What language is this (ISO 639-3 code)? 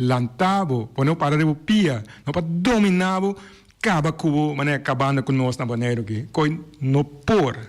pap